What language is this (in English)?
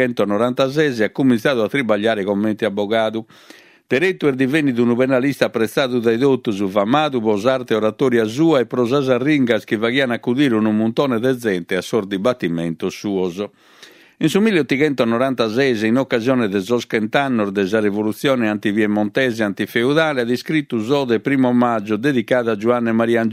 Sardinian